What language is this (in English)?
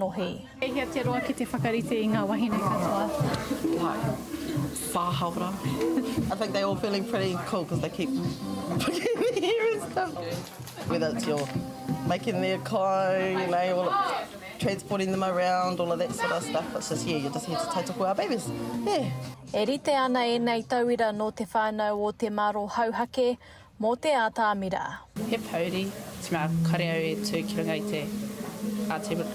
Māori